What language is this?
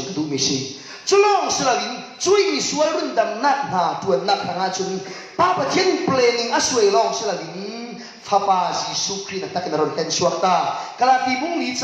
Falam Chin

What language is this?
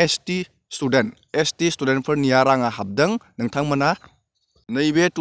Bodo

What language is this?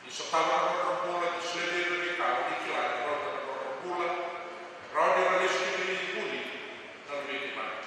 Fijian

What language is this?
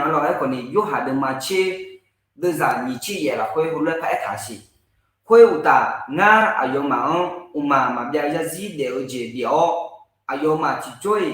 Akha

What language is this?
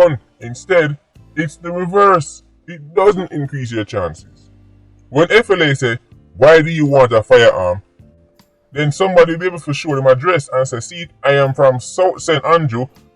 Jamaican Creole English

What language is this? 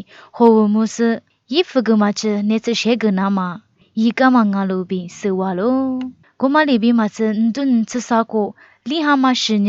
Lisu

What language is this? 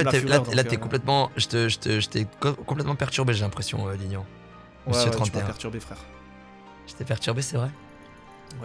French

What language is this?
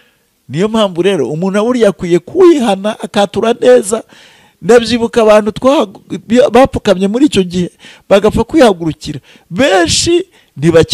Kinyarwanda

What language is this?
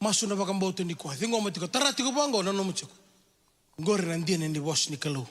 Fijian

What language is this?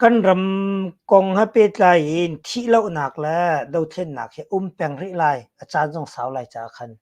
Hakha Chin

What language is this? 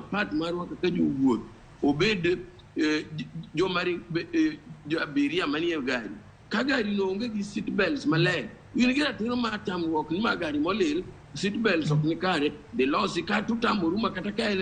Luo (Kenya and Tanzania)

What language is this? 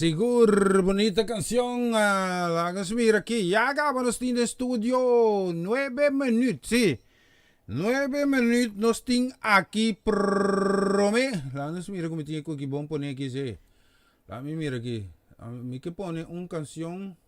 Papiamento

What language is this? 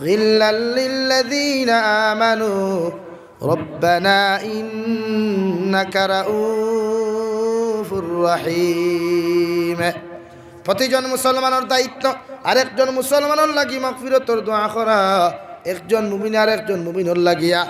Sylheti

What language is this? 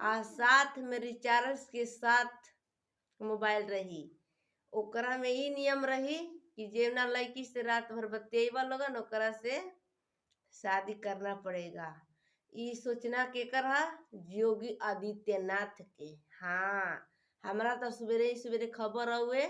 Bhojpuri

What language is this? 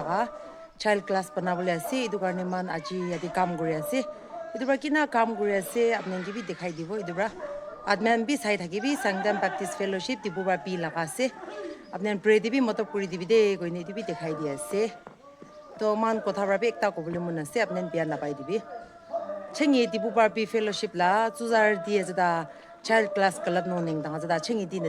Naga Pidgin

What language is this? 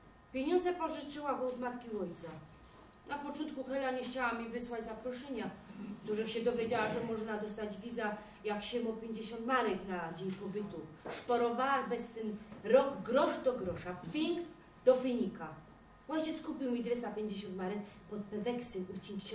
Silesian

